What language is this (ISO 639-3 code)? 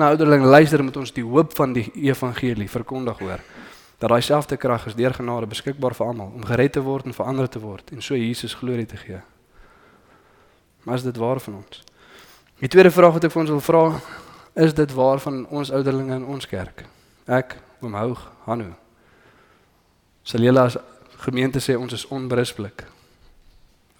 afr